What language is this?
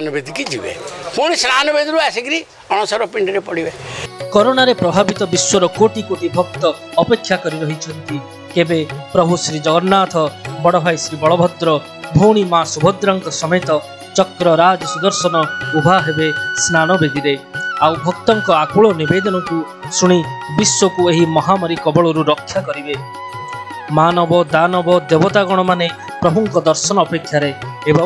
Odia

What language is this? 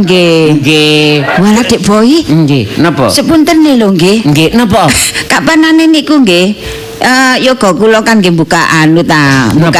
Javanese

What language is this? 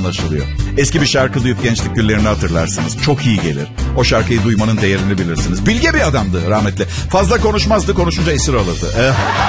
Turkish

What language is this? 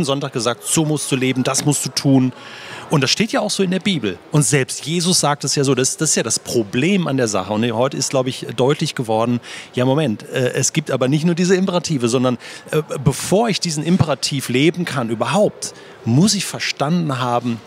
Swiss German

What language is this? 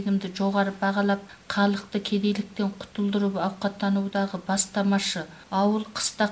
Kazakh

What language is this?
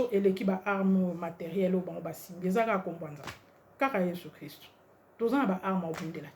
Lingala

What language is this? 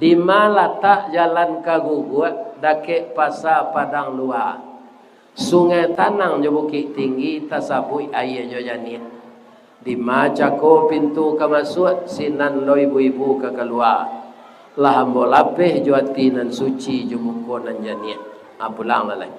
Minangkabau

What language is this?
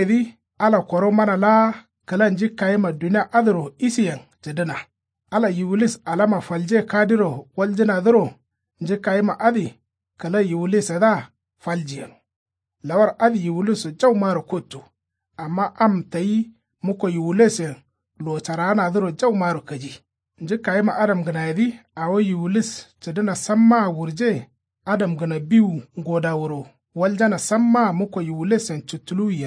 Kanuri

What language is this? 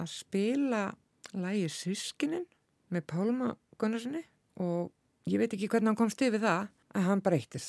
Icelandic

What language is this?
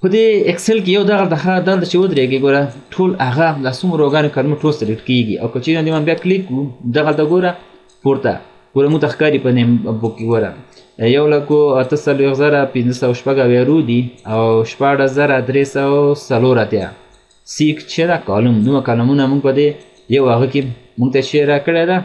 Pashto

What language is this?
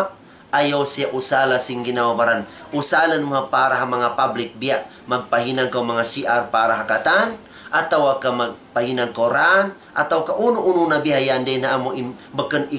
Tausug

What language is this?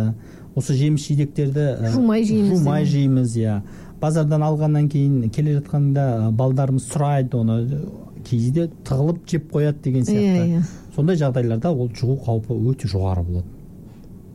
Kazakh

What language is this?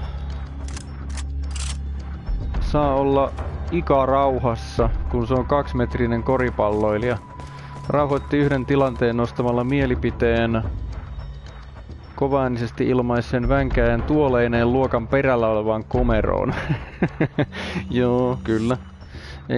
Finnish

